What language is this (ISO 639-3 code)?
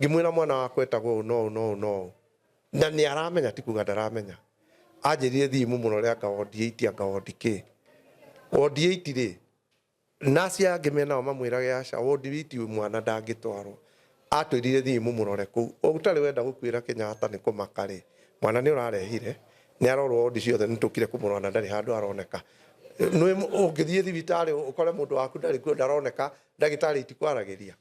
kik